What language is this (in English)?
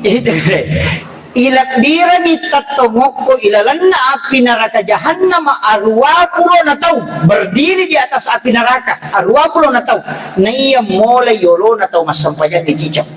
Buginese